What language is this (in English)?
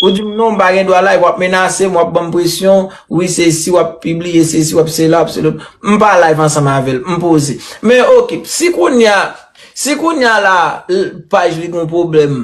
Haitian Creole